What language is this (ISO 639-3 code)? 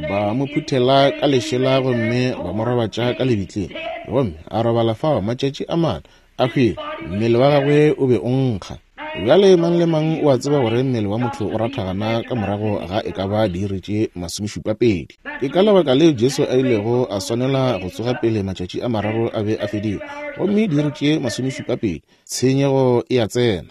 nso